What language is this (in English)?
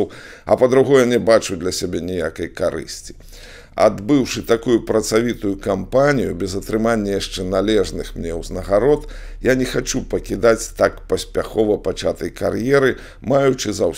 Belarusian